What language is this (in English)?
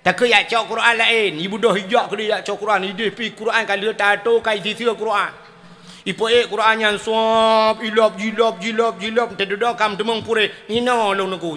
Achinese